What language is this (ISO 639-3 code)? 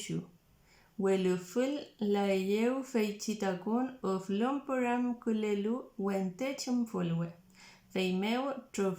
arn